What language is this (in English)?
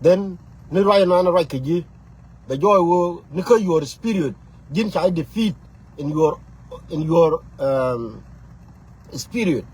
Nuer